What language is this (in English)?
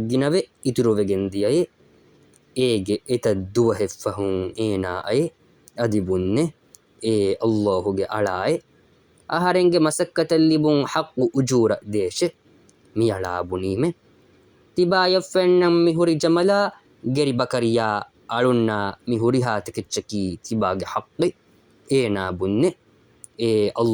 Divehi